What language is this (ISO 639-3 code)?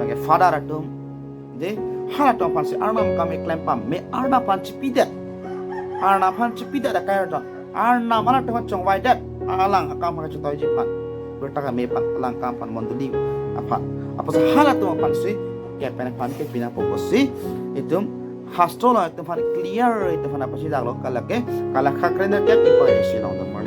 mjw